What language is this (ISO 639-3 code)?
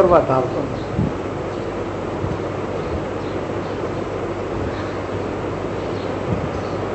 guj